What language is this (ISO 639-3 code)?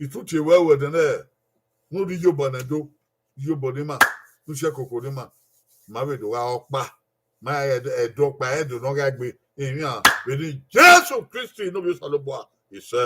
bin